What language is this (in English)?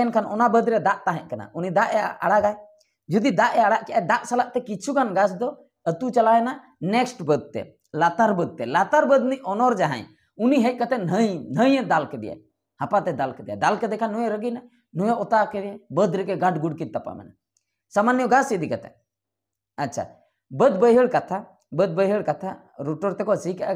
Santali